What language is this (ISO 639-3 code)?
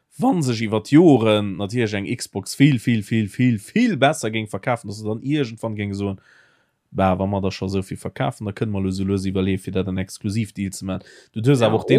ltz